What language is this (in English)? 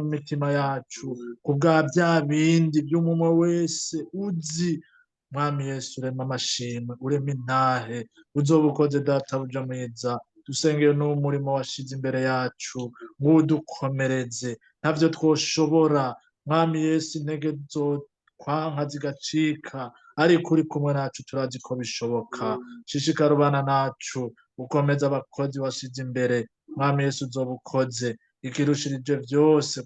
Rundi